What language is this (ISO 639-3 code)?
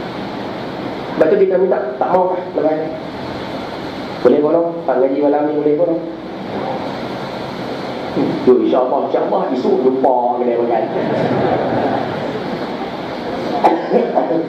msa